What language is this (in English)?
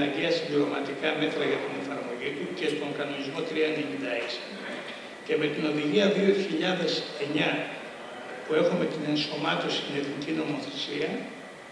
Greek